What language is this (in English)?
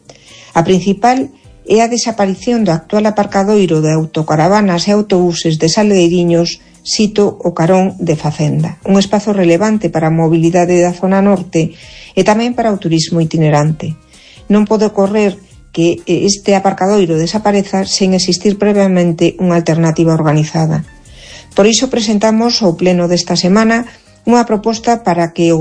Galician